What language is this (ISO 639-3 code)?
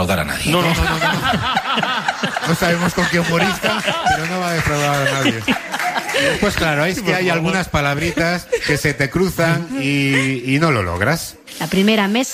spa